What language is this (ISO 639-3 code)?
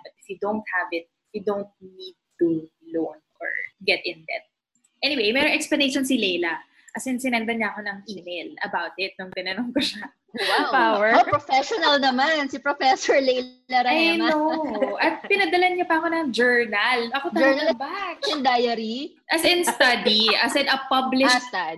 fil